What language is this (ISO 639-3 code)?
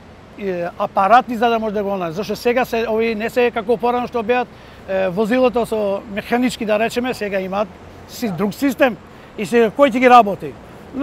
mkd